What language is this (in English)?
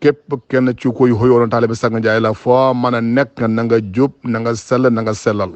Wolof